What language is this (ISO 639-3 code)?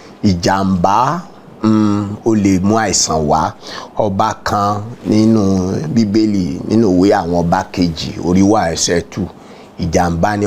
yor